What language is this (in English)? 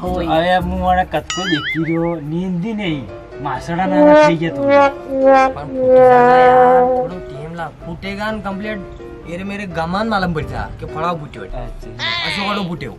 Rajasthani